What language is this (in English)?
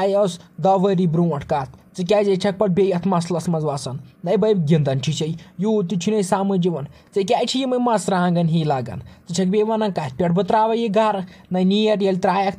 Kashmiri